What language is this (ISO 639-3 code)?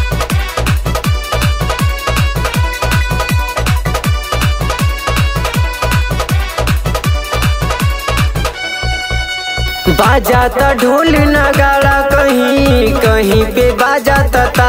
bho